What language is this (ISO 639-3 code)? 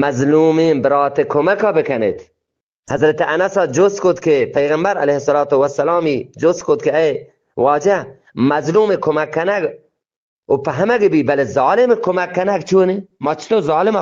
bgp